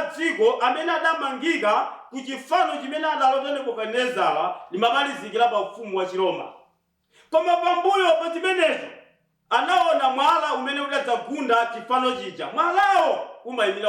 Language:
Nyanja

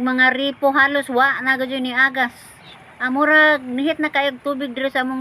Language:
Cebuano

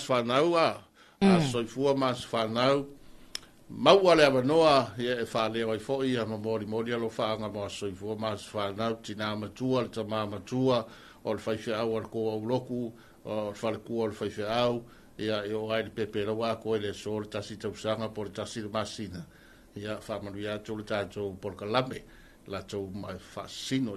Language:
Samoan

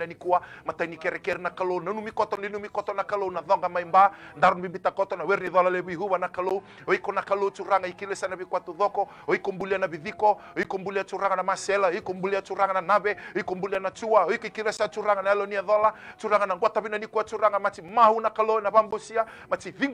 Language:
Fijian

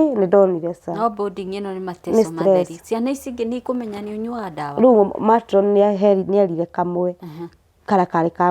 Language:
Kikuyu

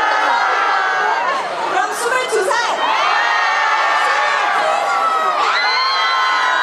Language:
Korean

